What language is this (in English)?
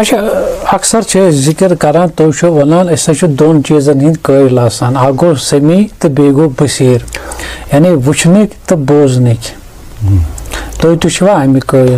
Kashmiri